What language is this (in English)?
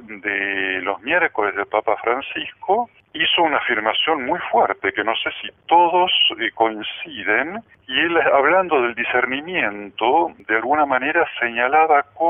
Spanish